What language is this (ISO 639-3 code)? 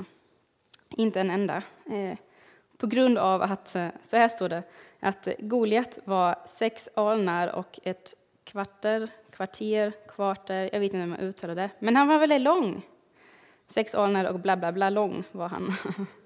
swe